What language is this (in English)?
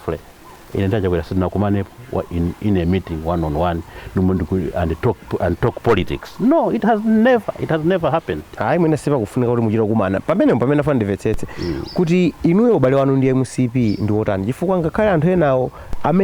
Nyanja